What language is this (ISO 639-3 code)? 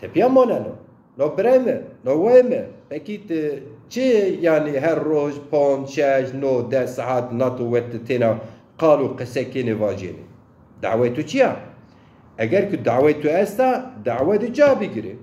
zza